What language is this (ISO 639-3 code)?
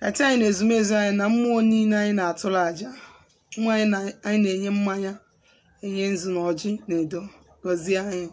ibo